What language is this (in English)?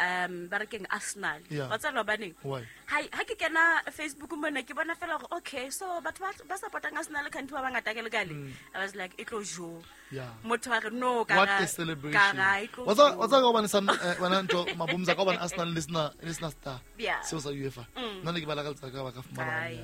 Southern Sotho